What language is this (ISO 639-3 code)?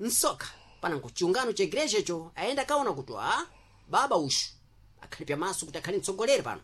seh